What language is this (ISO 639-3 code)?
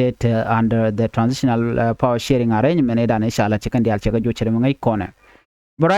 nus